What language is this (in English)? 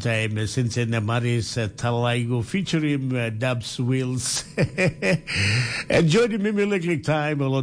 Tok Pisin